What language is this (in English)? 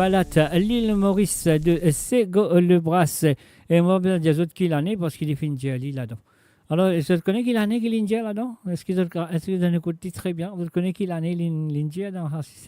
Morisyen